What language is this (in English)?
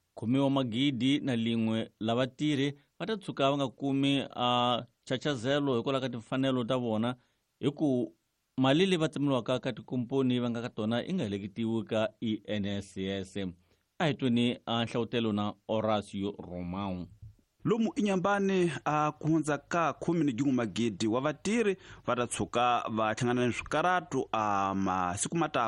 Tsonga